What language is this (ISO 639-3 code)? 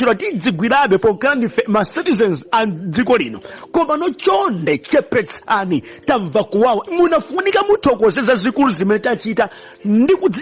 nya